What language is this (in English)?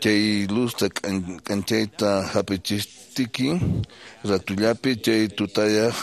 Quechua